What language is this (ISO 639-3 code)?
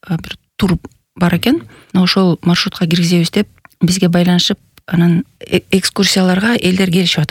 kir